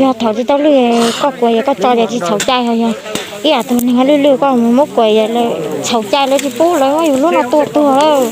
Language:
Hmong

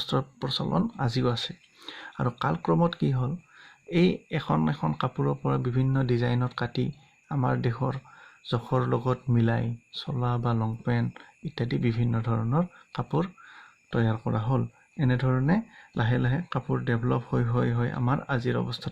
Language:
Assamese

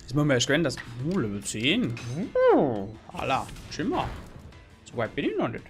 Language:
Bavarian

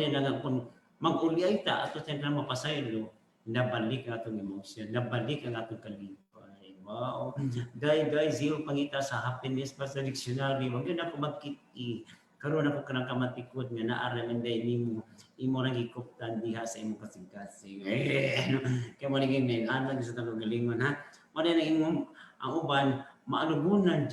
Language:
Cebuano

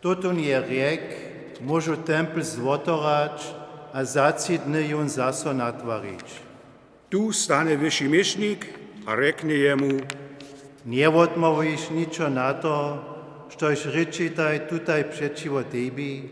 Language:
Upper Sorbian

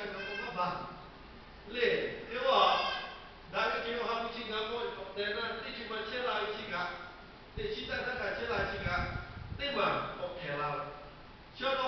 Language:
Lahu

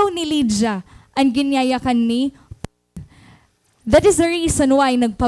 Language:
Waray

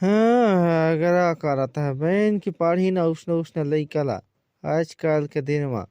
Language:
Chhattisgarhi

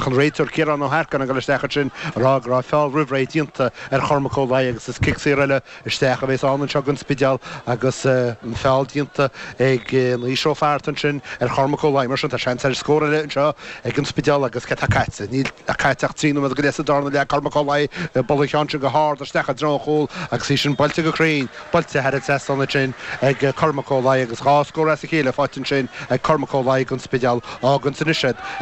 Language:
Irish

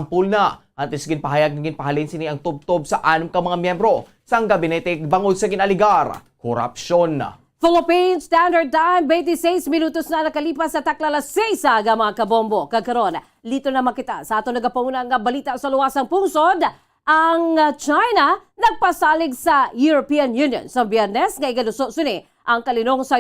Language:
Hiligaynon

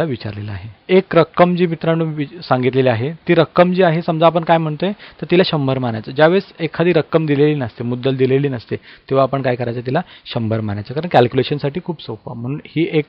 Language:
Marathi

